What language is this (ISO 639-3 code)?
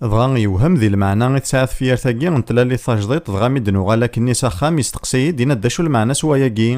kab